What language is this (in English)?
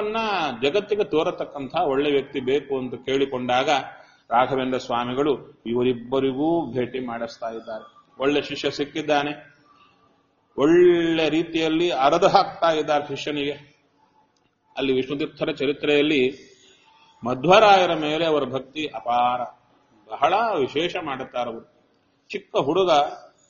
Kannada